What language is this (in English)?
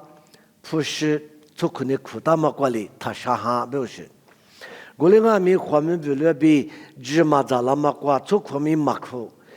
Lisu